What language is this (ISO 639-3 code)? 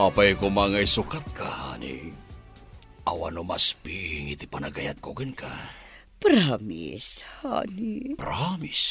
ilo